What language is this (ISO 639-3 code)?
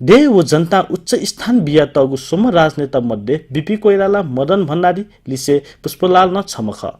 new